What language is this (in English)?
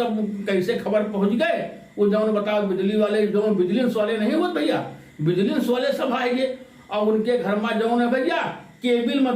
Awadhi